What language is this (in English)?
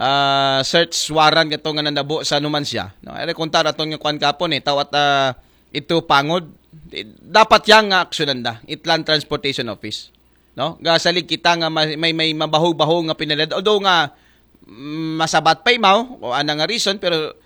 Aklanon